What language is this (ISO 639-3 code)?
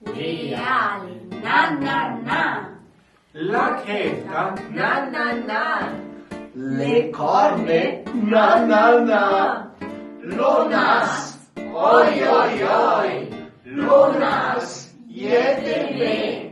frp